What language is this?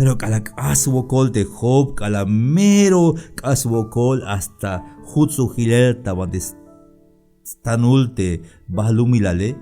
Tzeltal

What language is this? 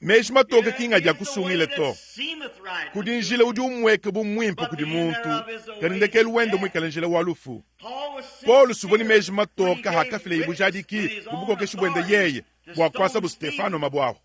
Luba-Lulua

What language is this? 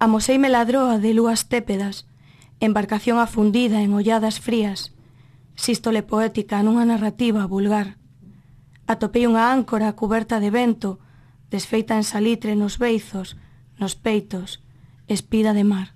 Galician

